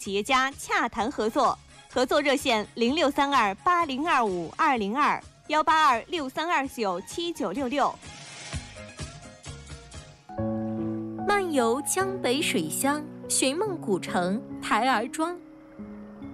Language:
Chinese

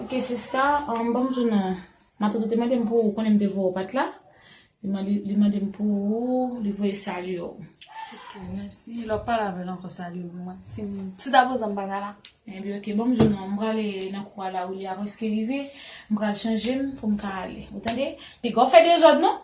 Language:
Haitian Creole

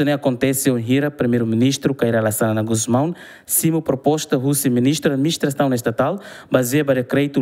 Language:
Tetum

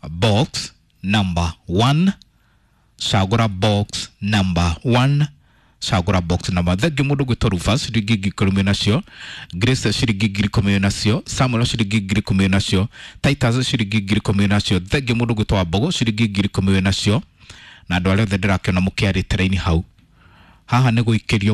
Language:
Kikuyu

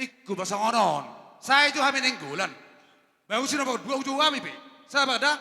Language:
Batak Toba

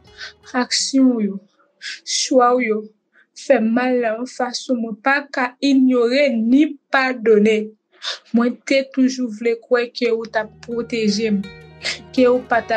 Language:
Haitian Creole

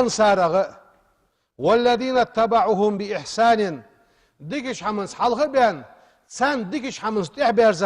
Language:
Ingush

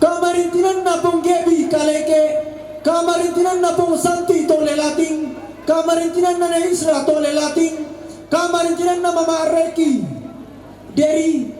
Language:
Toraja-Sa'dan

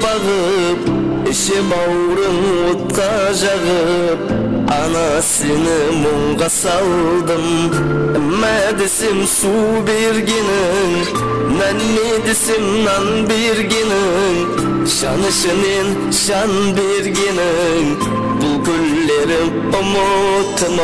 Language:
Kara-Kalpak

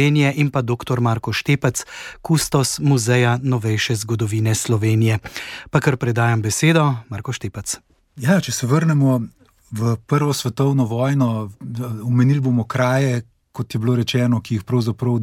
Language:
Slovenian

